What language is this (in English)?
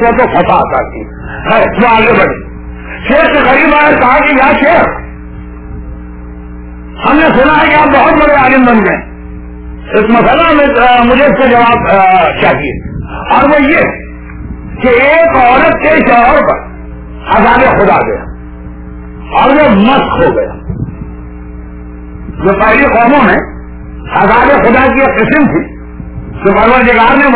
Urdu